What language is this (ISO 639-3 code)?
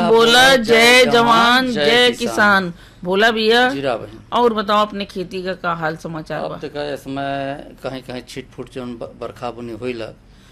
bho